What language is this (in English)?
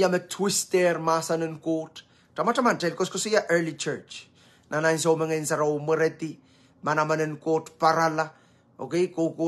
Pohnpeian